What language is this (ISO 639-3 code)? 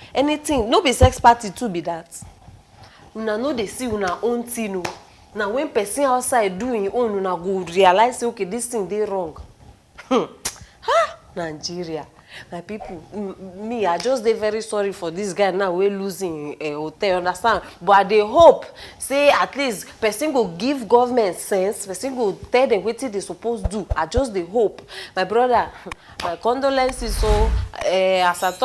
pcm